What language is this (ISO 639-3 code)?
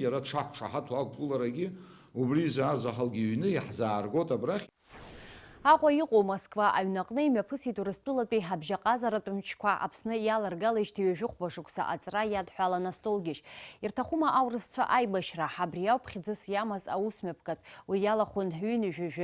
abk